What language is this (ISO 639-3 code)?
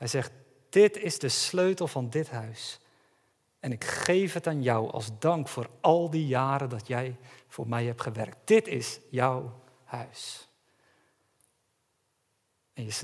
nld